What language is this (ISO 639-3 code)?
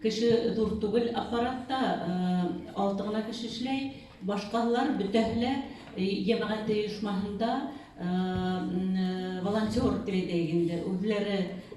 bak